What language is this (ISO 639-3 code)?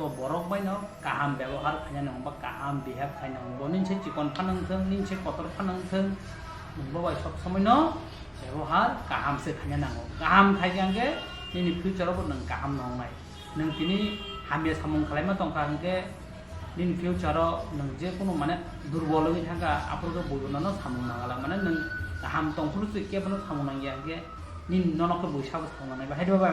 trp